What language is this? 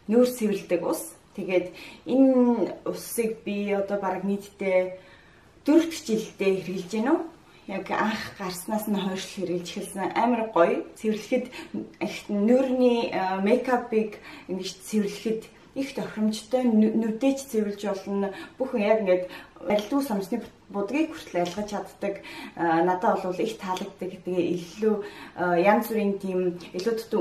Mongolian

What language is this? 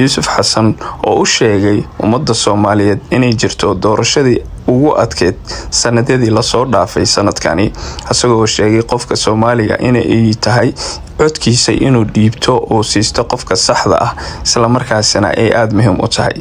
Somali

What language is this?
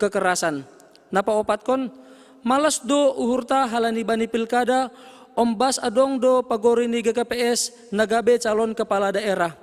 Batak Simalungun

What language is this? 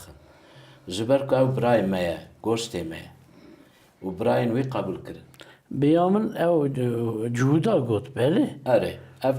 Kurdish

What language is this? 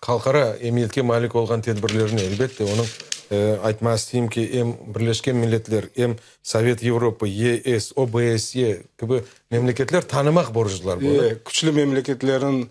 Crimean Tatar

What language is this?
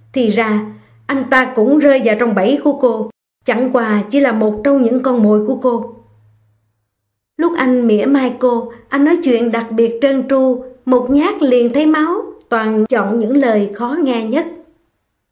Vietnamese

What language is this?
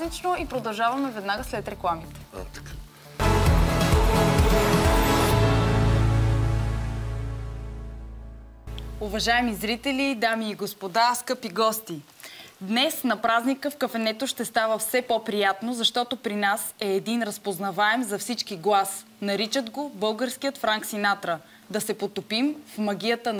Bulgarian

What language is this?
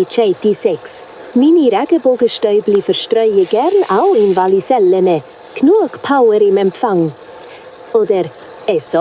Swiss German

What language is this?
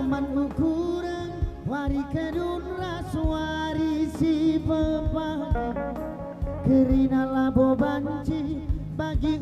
Batak Karo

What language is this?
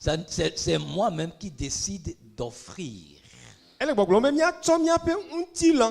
Ewe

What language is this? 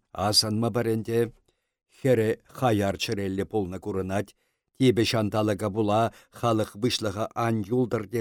Chuvash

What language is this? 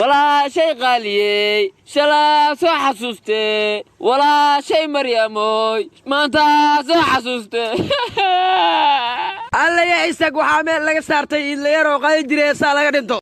Somali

